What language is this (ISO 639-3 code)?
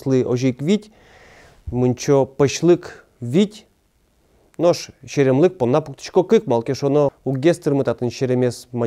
udm